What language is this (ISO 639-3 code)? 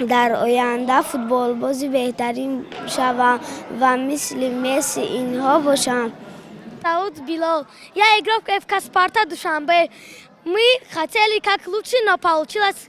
tgk